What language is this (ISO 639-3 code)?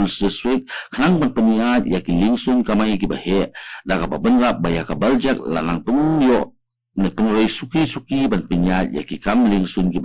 kha